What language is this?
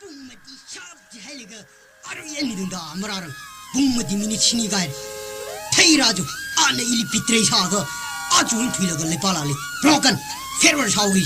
Tangkhul Naga (India)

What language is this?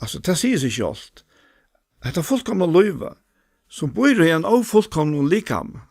Faroese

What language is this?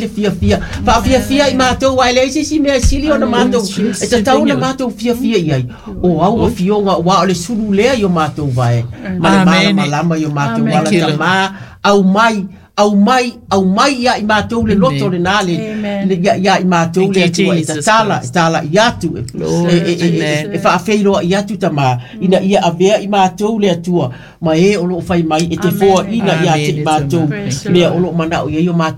Samoan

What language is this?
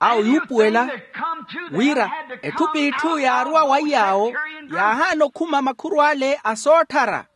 Makhuwa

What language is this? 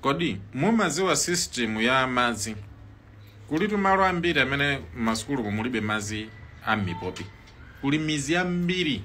Nyanja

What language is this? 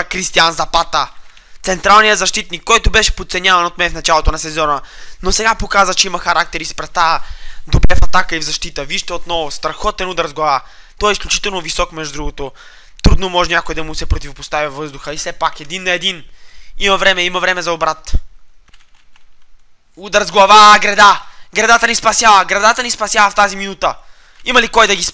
Bulgarian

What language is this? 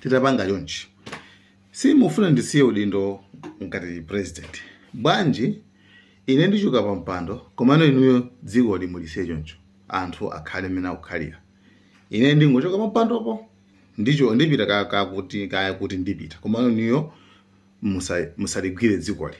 Nyanja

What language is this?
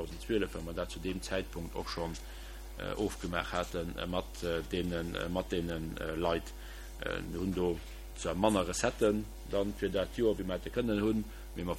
Luxembourgish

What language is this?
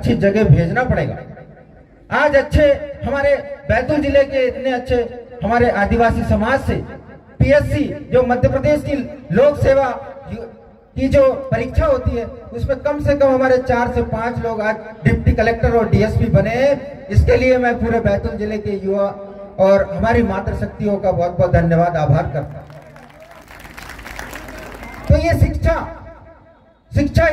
Hindi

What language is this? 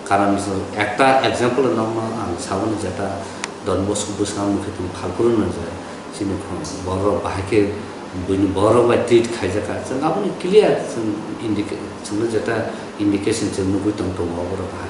Kok Borok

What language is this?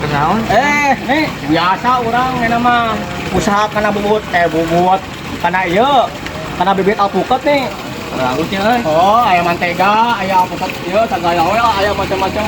Sundanese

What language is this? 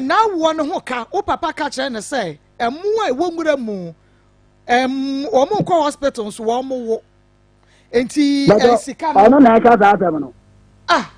Akan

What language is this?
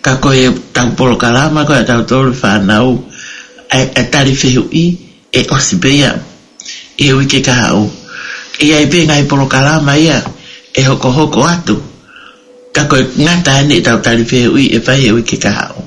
Tongan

